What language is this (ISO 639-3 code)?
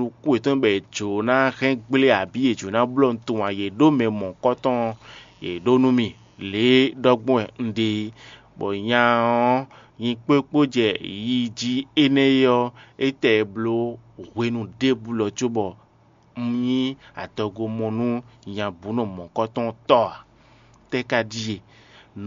fon